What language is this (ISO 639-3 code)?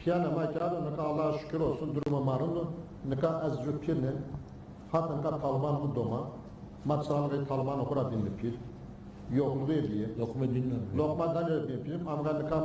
zza